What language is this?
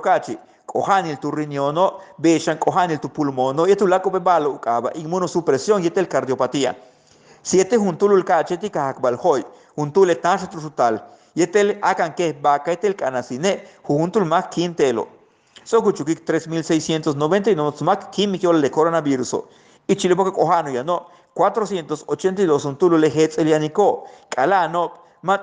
Yucateco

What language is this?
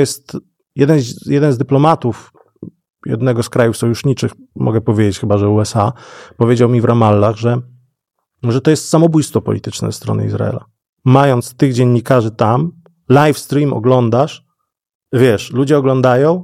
Polish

